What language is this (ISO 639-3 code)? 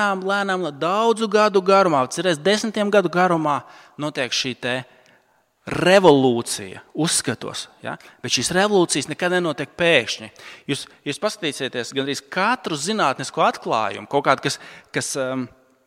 lav